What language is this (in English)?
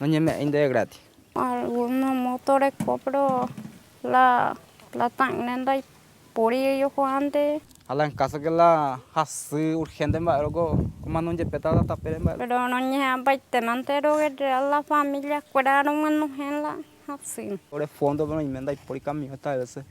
Guarani